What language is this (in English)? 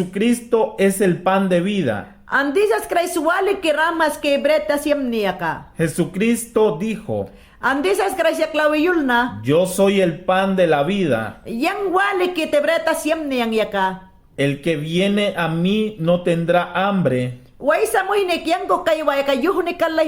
Mayangna